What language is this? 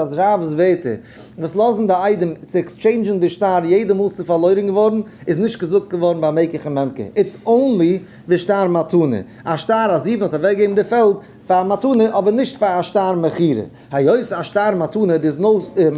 Yiddish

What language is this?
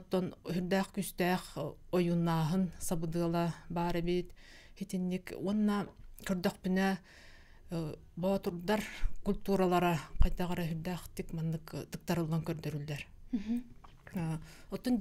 Yakut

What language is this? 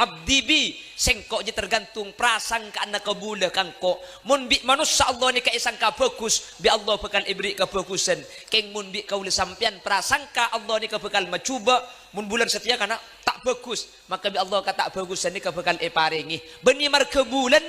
Madurese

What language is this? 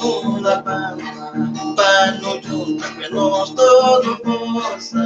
Kabuverdianu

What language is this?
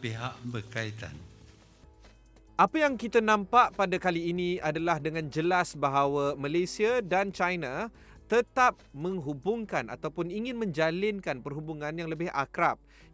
Malay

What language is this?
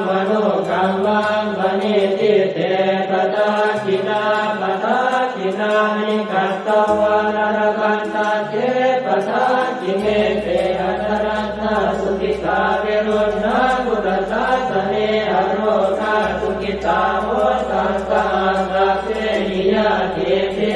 Pali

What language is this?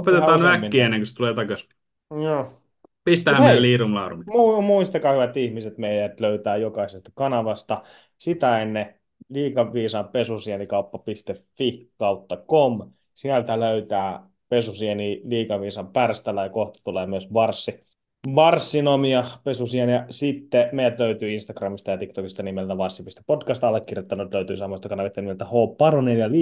Finnish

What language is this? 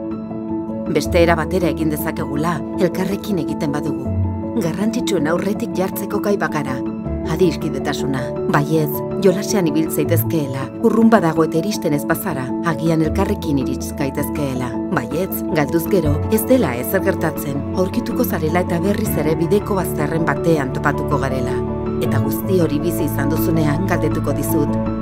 Basque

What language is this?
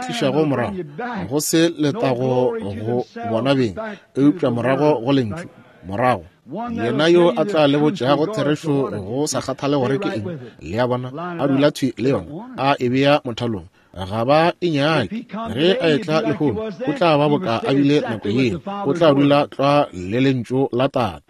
Northern Sotho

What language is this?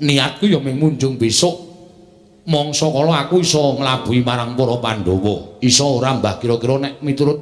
Javanese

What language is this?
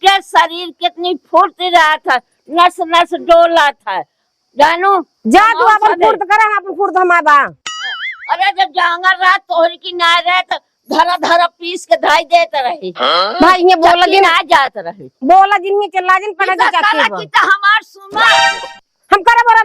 Awadhi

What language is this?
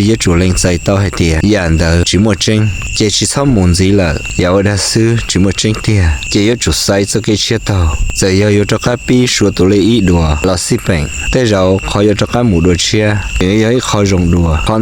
Hmong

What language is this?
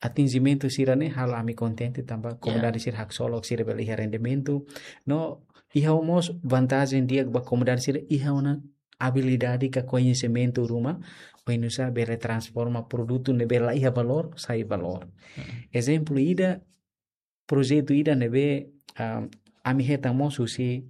Tetum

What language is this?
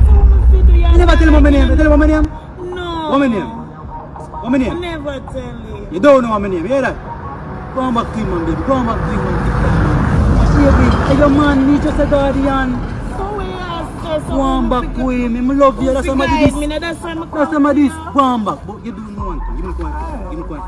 Jamaican Creole English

